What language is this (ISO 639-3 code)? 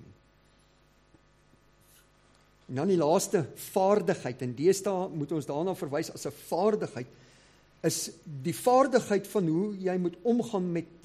afr